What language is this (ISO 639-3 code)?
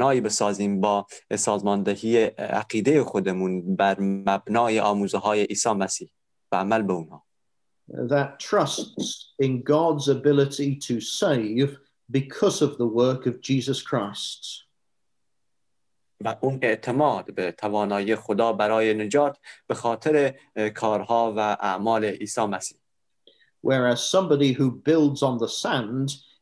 fas